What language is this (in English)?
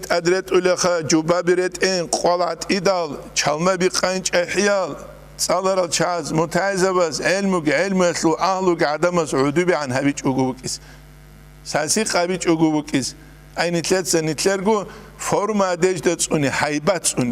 Avaric